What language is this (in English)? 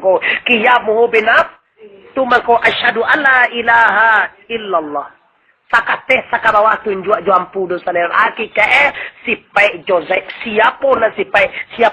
Minangkabau